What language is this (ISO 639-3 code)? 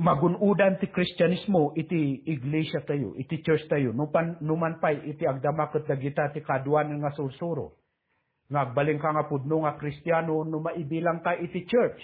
ilo